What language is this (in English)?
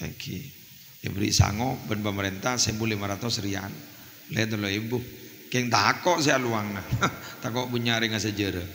Madurese